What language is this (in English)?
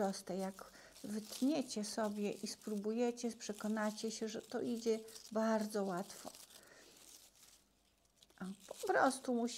Polish